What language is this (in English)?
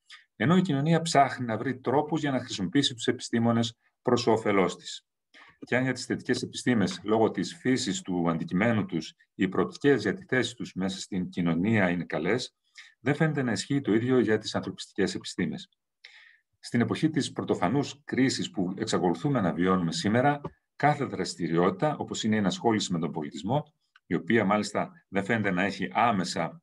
Greek